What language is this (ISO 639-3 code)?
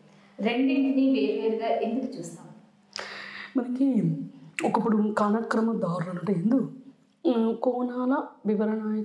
tel